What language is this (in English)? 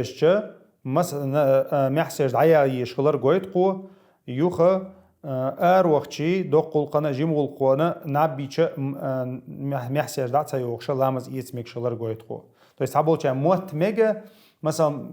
Chechen